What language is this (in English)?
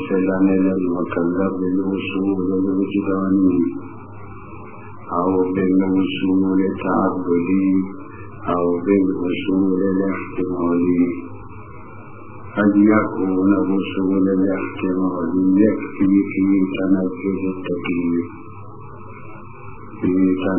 Arabic